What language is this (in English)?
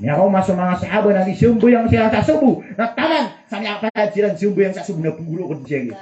Maranao